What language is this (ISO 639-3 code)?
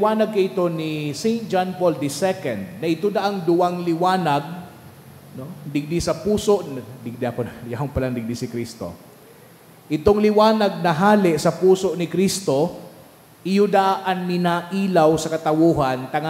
bik